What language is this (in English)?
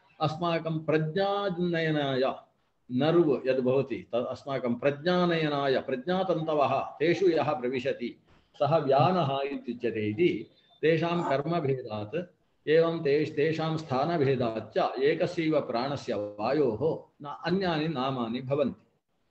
Sanskrit